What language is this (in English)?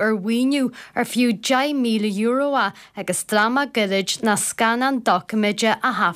Irish